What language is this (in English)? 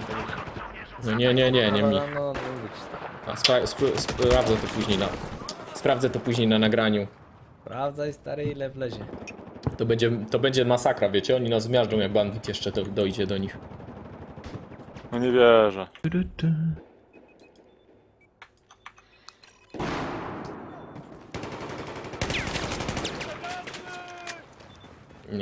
Polish